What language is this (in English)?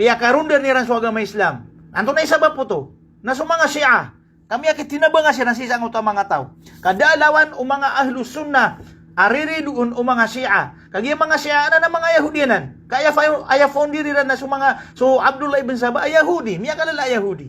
Maranao